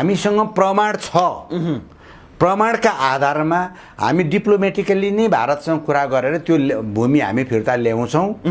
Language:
Nepali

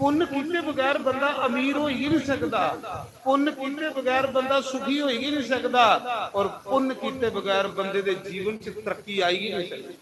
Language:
Dogri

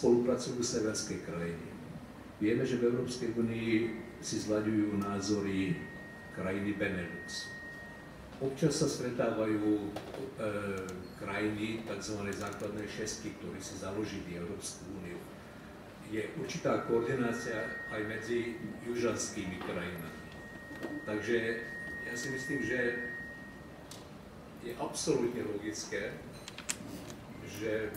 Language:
Slovak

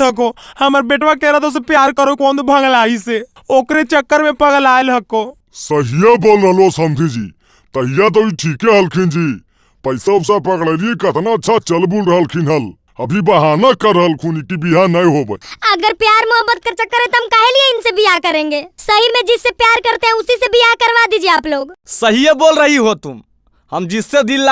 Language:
Magahi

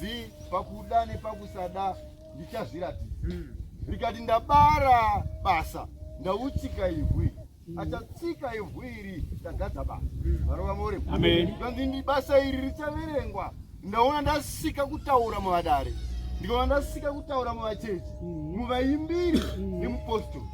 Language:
Shona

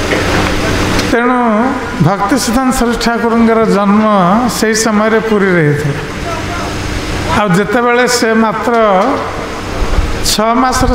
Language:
Odia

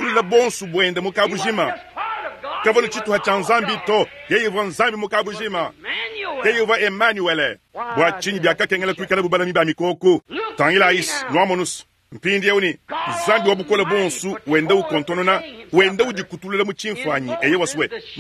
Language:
Luba-Lulua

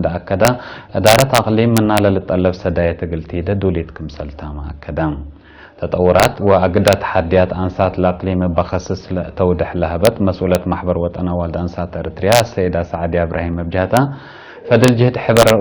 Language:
Tigre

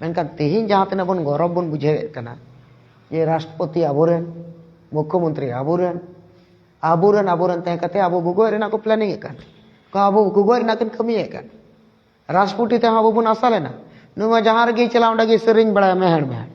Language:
Santali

